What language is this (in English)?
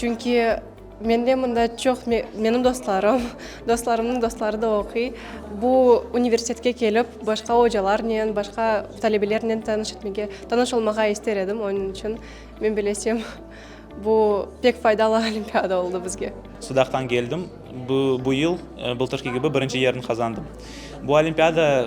Crimean Tatar